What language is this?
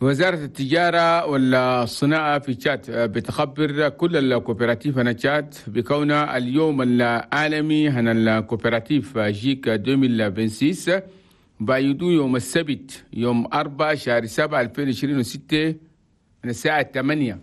Chadian Arabic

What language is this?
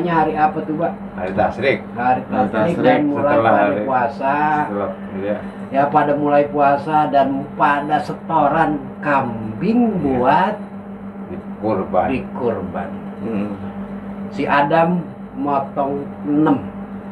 Betawi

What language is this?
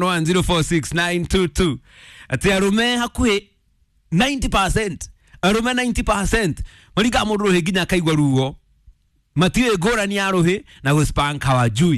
Kikuyu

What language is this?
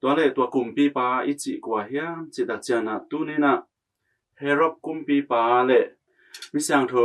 Tedim Chin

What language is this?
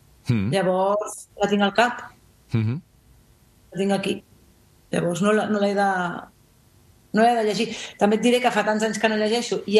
Catalan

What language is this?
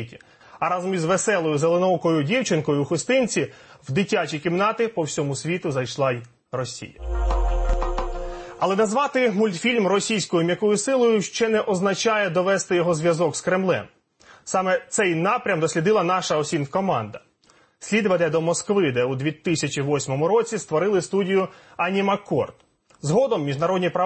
Ukrainian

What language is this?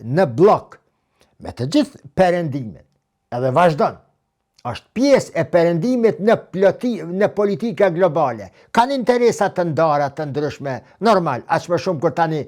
Albanian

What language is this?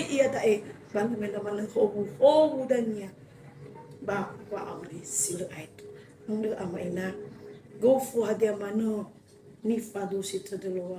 Nias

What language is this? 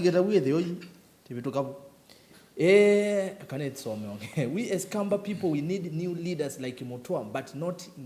Kamba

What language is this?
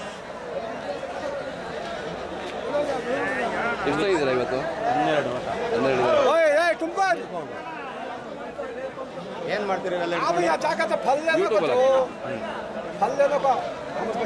Kannada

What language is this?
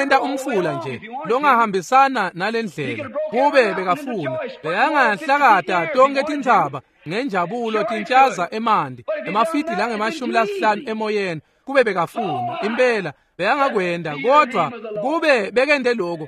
Swati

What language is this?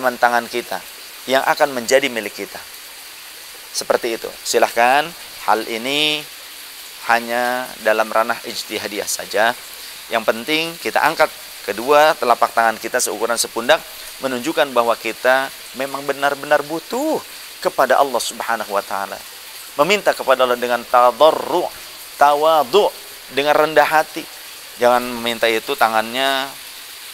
Indonesian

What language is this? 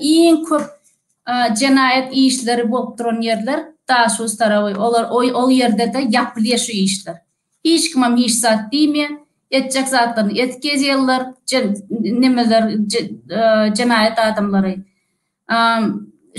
Turkmen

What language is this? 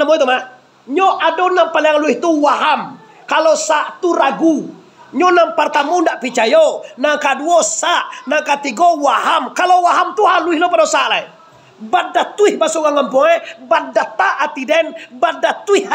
Minangkabau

